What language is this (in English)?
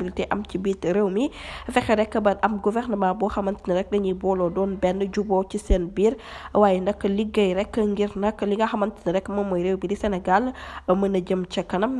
Wolof